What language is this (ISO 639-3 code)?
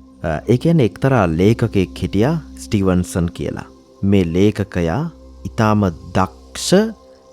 sin